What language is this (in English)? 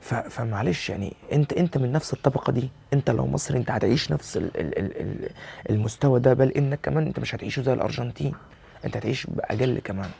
Egyptian Arabic